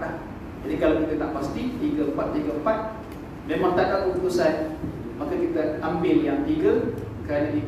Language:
Malay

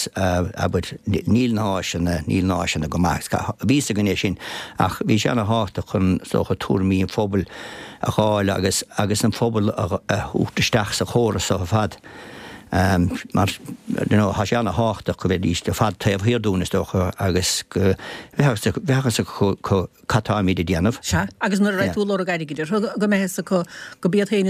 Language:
Irish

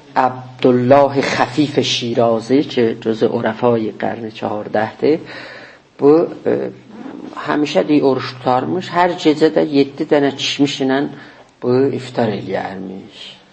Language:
South Azerbaijani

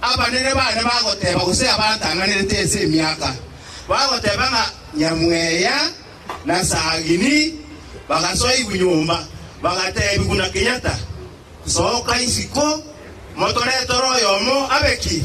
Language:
Gusii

